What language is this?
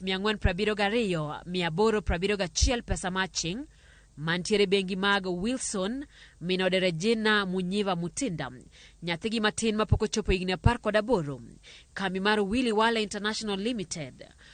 Luo (Kenya and Tanzania)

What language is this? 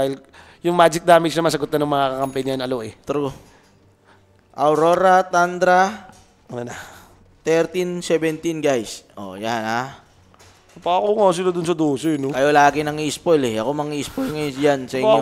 Filipino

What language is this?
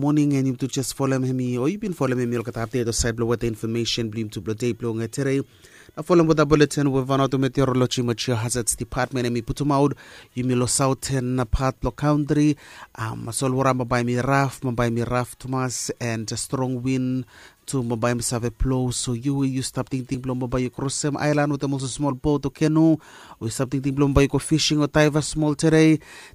Bislama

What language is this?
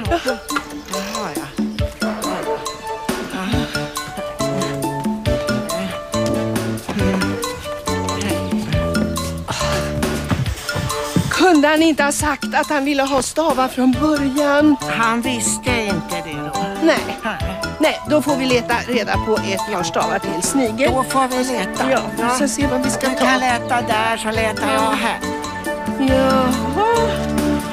Swedish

